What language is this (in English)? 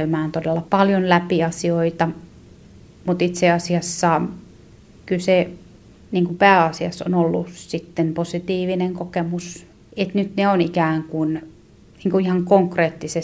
Finnish